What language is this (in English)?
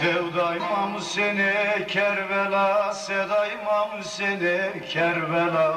Zaza